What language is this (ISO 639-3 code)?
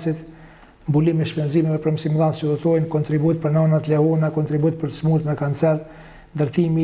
sqi